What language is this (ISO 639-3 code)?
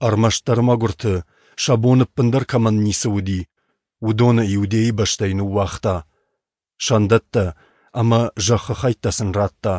oss